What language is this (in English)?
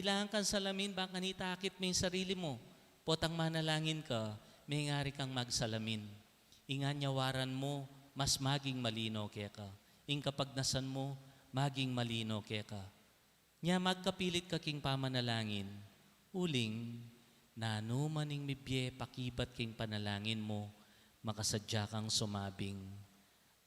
Pampanga